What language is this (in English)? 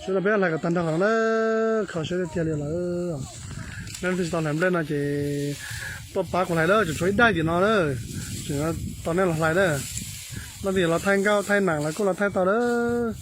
Hmong